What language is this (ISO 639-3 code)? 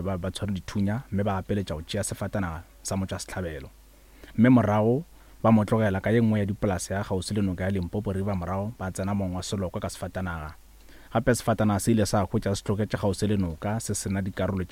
nso